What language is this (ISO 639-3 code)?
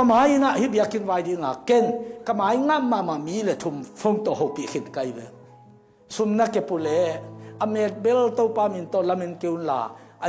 ctd